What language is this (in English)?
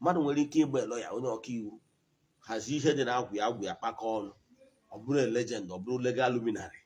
Igbo